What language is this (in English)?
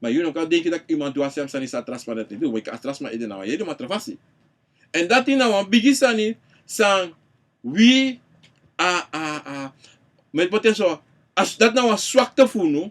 Sranan Tongo